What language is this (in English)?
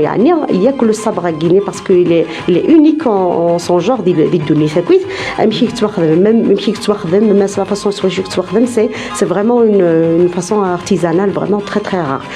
Kabyle